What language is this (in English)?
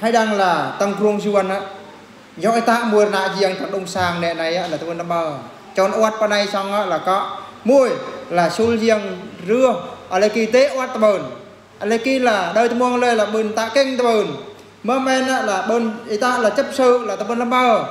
Eastern Bru